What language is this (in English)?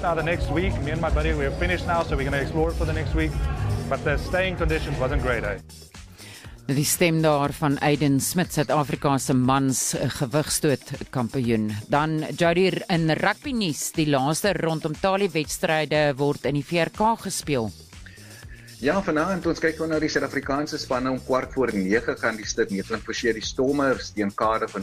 Afrikaans